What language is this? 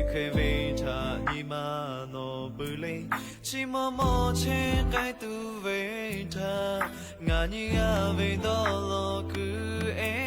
Lahu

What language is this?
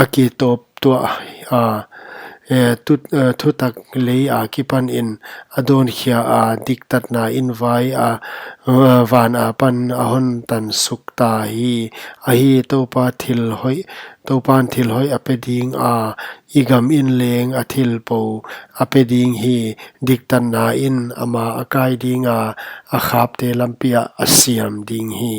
Paite Chin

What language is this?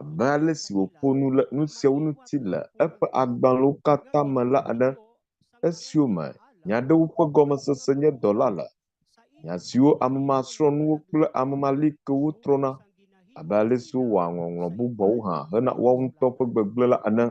Ewe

